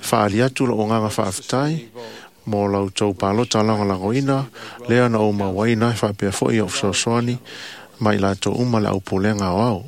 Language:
Samoan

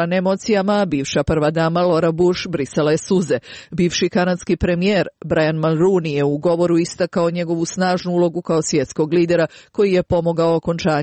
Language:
Croatian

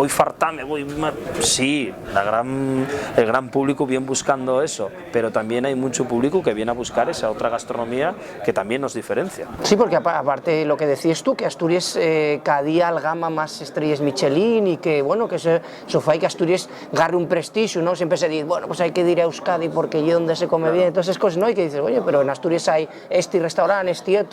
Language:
Asturian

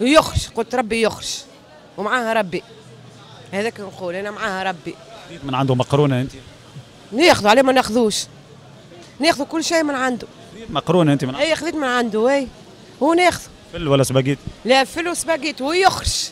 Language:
Tunisian Arabic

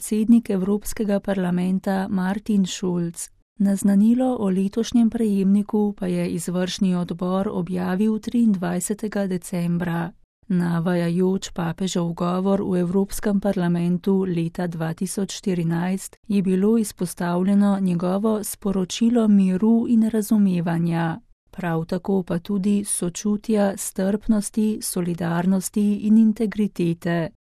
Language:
Slovenian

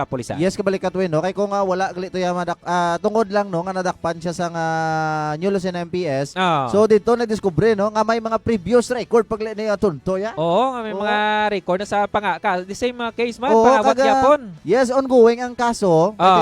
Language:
Hiligaynon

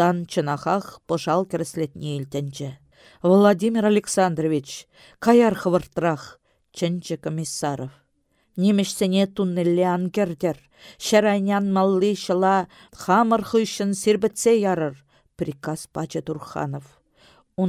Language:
Chuvash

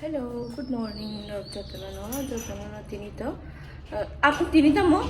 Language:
Kok Borok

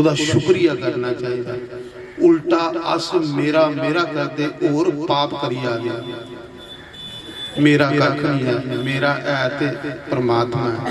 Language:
Dogri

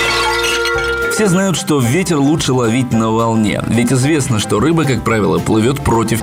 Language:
Russian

